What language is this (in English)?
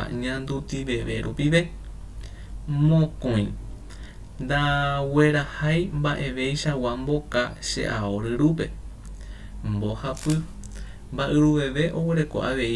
Guarani